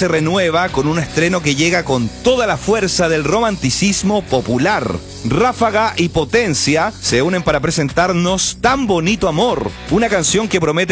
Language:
Spanish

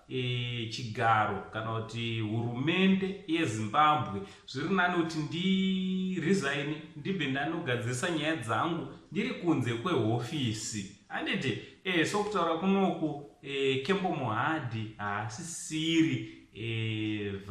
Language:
Shona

